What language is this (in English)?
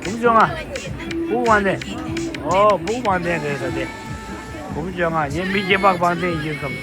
Tibetan